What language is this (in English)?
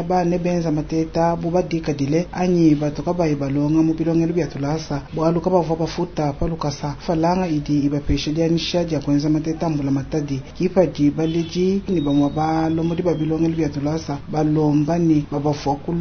Luba-Lulua